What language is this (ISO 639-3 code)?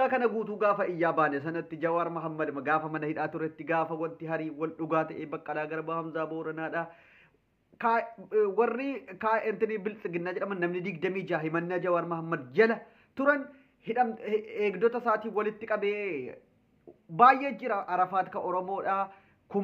orm